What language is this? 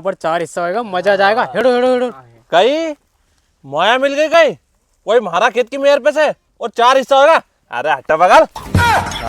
Rajasthani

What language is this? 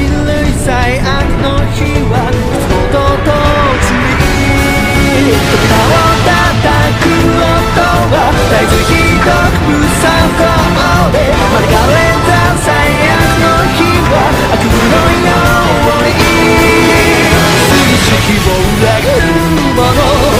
Japanese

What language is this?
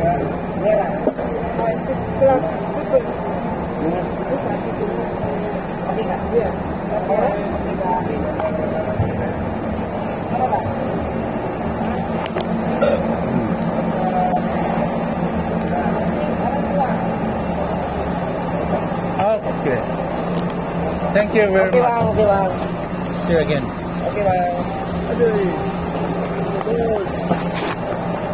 Malay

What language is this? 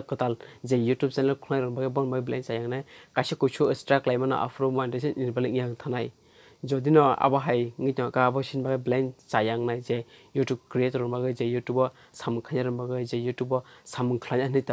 Kok Borok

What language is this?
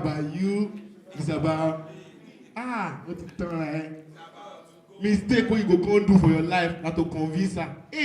Nigerian Pidgin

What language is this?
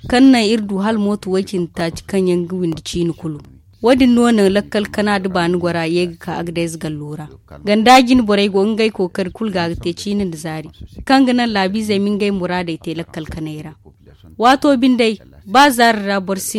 Zarma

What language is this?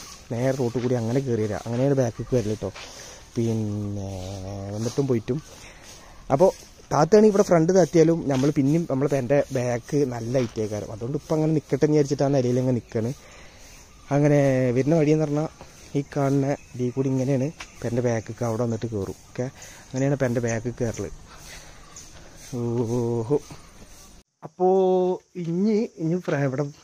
Malayalam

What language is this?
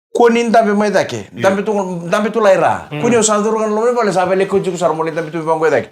Fijian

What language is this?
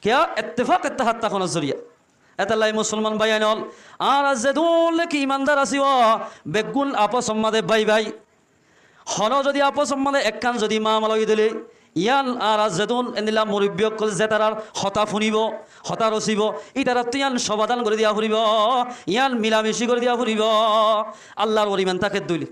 Rohingya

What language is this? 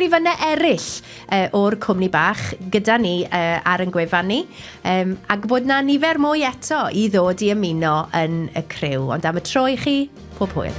Welsh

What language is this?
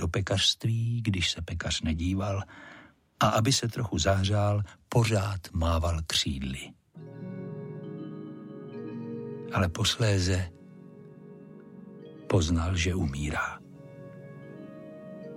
Czech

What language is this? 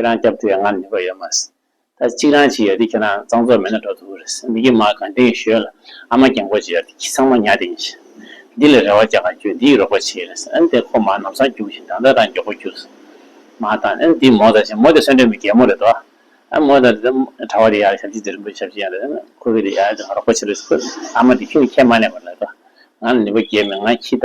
Tibetan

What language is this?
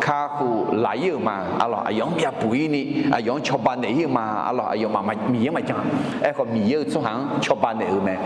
Akha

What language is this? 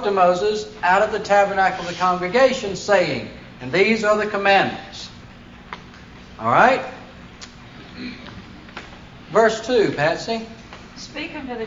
English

